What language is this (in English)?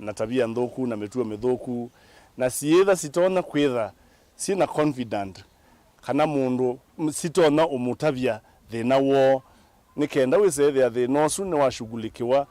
Kamba